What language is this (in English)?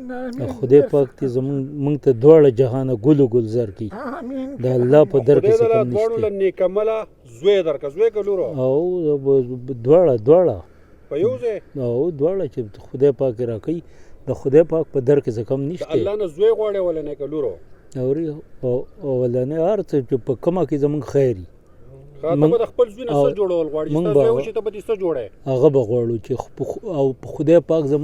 Pashto